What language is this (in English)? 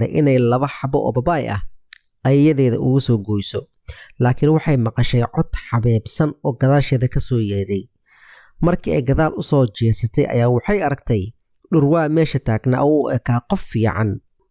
Somali